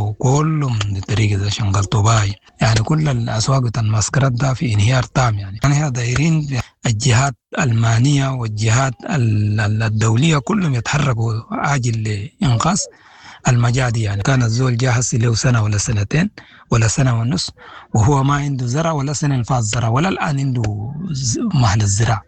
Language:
Sudanese Arabic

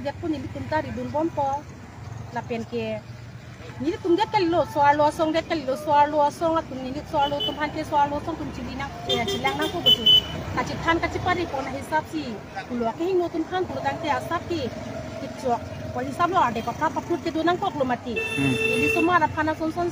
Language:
Karbi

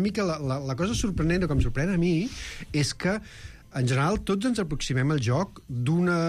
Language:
Catalan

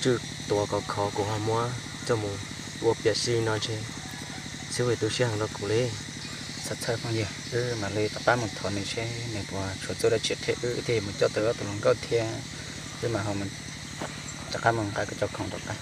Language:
Hmong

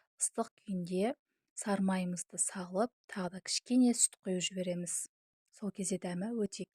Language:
Kazakh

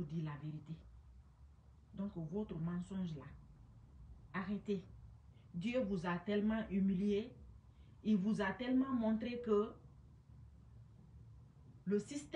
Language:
French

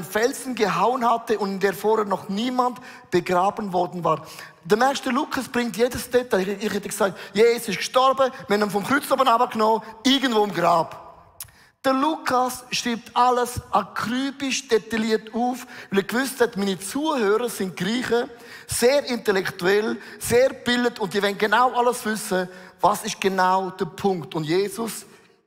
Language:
Swiss German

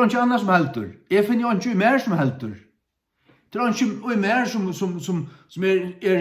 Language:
Faroese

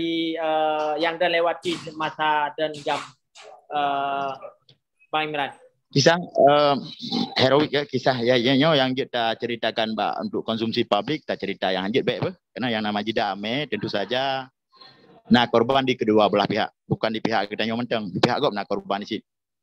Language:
Achinese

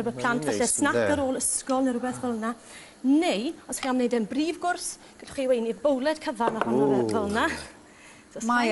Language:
Welsh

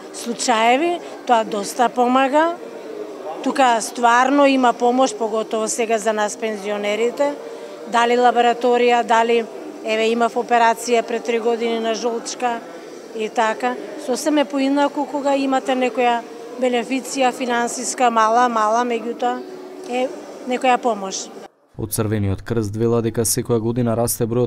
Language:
Macedonian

